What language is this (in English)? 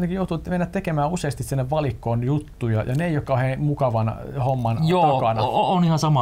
Finnish